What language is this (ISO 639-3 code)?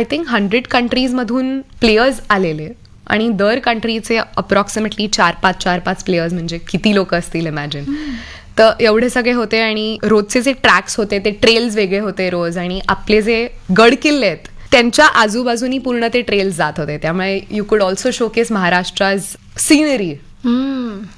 mar